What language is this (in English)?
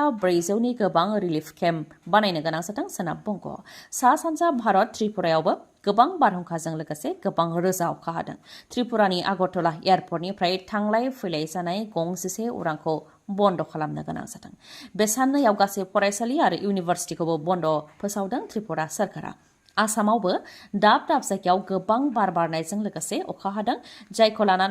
Bodo